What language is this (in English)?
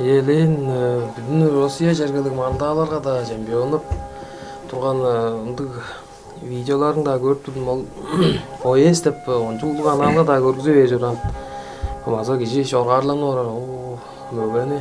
Tuvinian